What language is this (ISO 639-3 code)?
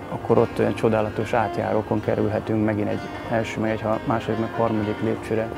hun